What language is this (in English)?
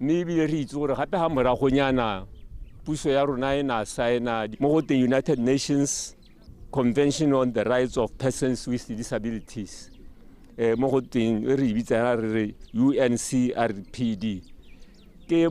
Tswana